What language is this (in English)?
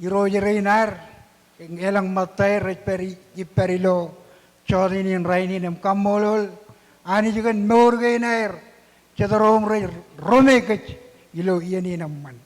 Marshallese